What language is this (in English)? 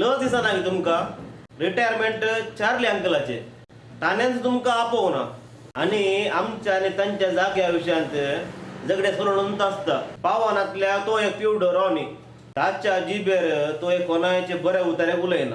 Konkani